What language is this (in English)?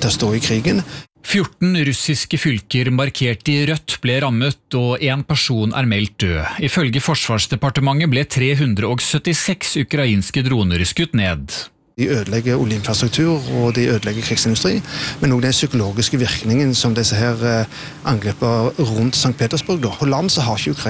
Norwegian